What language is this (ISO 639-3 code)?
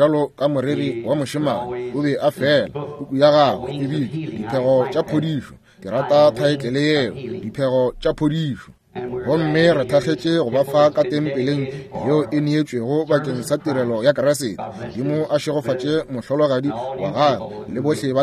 nso